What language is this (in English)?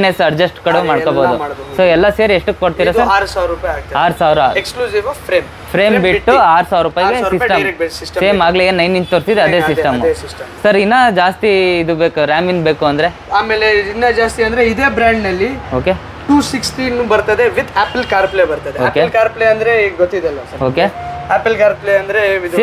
Kannada